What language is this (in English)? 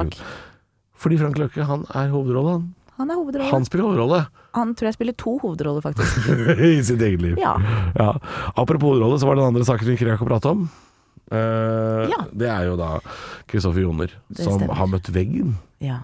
Norwegian